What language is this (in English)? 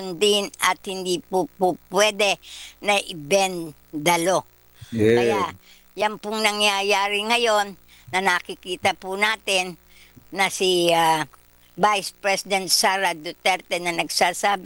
Filipino